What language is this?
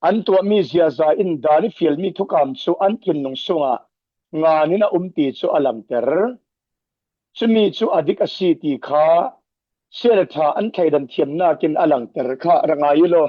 Falam Chin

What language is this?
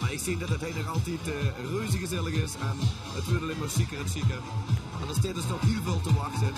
Limburgish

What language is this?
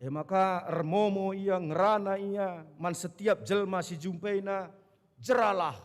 Batak Karo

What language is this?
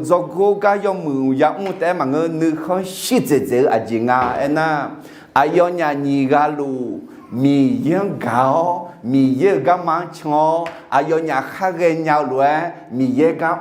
Akha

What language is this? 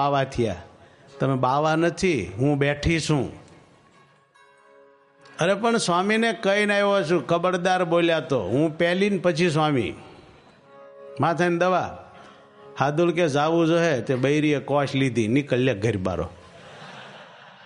Gujarati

